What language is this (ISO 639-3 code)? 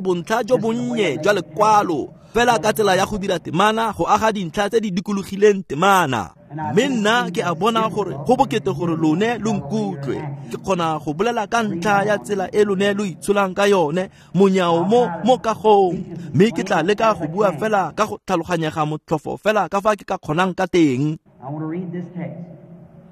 tsn